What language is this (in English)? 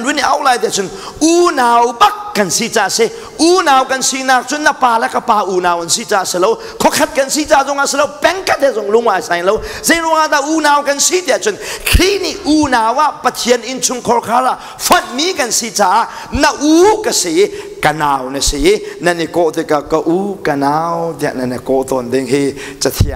Hakha Chin